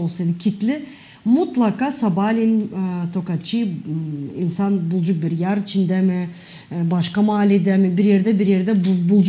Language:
Gagauz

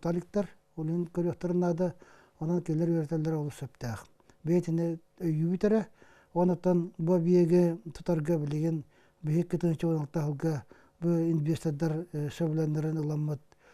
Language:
Yakut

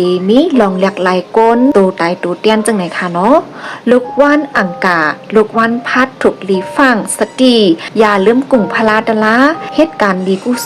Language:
Shan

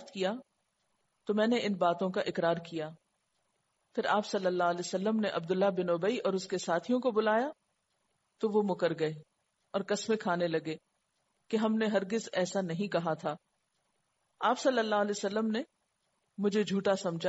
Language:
Urdu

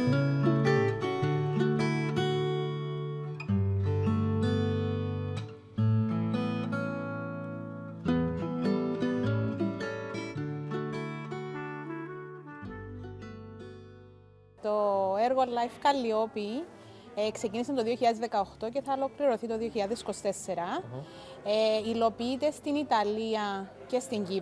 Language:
Greek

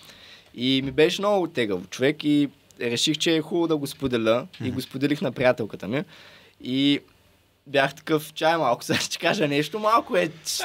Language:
Bulgarian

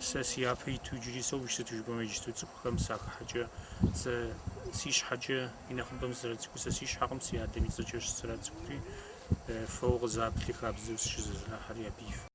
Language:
Kabardian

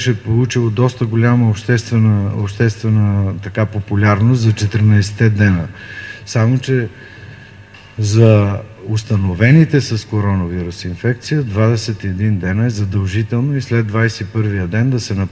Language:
Bulgarian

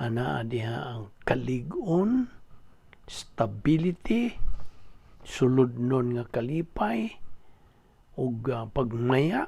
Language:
Cebuano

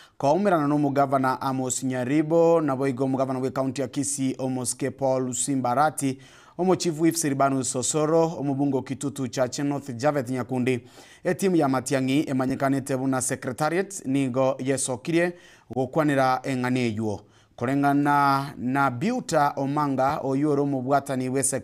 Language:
Gusii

